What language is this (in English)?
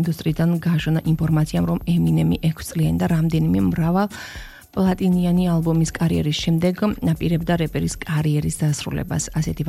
Georgian